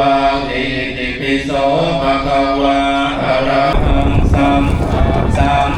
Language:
Pali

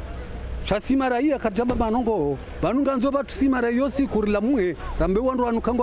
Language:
Ngazidja Comorian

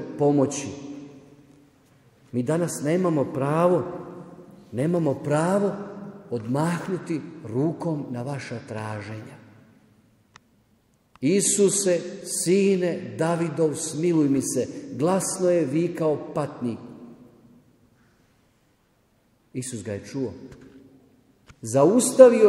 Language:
Croatian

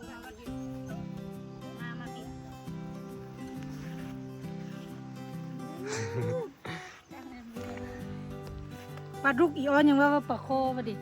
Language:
Lao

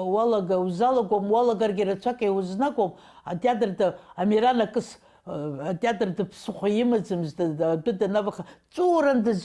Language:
Abkhazian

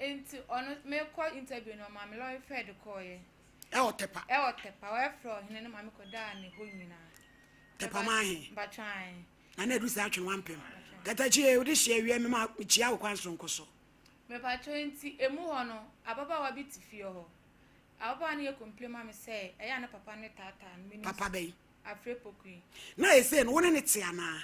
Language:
Akan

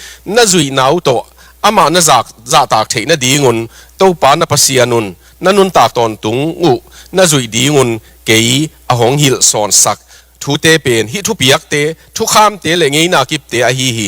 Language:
Tedim Chin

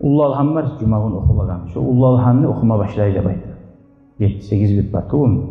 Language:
Kumyk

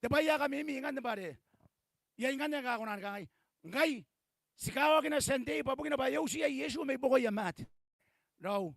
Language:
Gilbertese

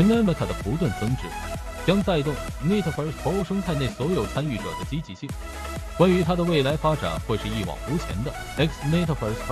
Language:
Chinese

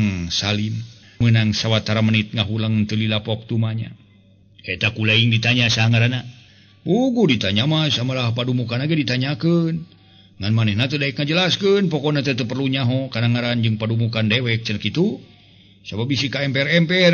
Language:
Sundanese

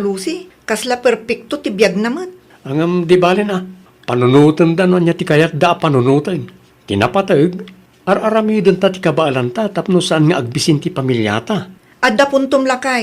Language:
Iloko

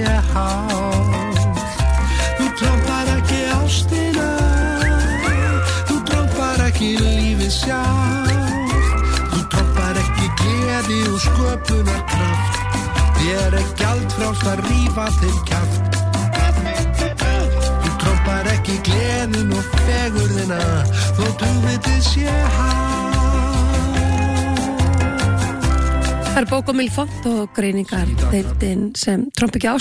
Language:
Icelandic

